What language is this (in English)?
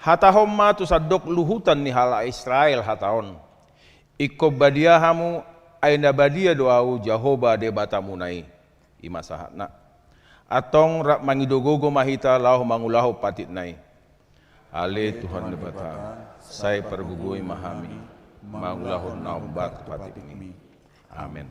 Batak Toba